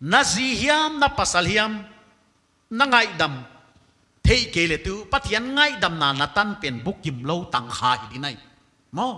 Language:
Paite Chin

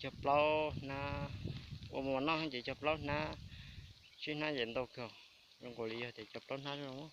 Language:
Hmong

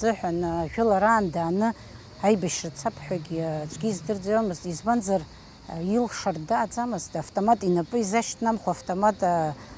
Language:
Abkhazian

